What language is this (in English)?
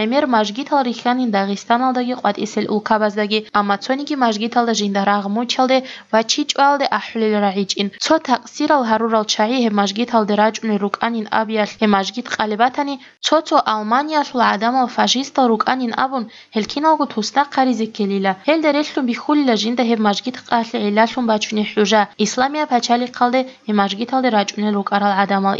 Avaric